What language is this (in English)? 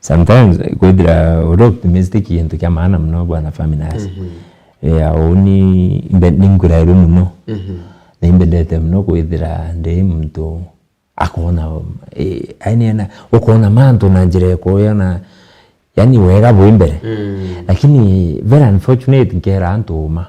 Meru